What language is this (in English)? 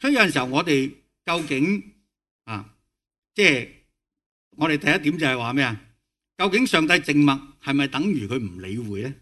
Cantonese